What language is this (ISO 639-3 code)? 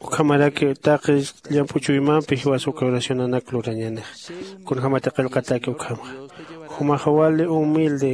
aym